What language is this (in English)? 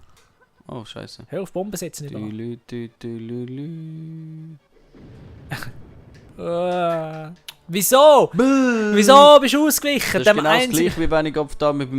Swiss German